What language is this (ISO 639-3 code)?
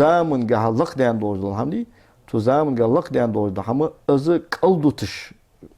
inh